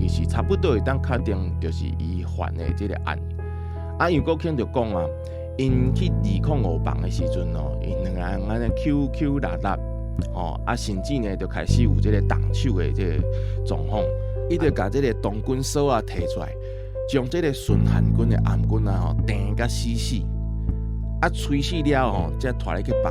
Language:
Min Nan Chinese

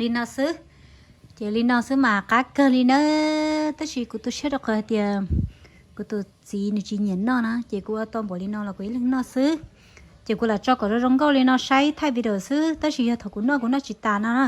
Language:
Hmong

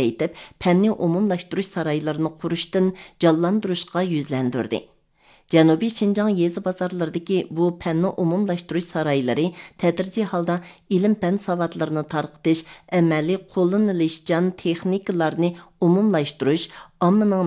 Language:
Uyghur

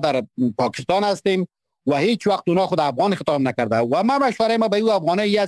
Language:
Persian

